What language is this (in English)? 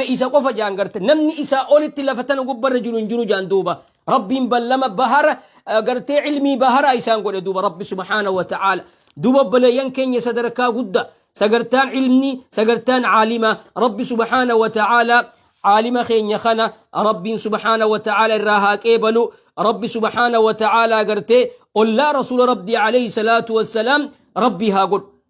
Oromo